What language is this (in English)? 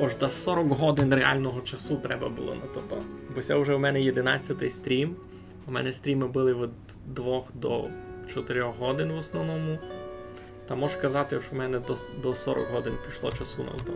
Rusyn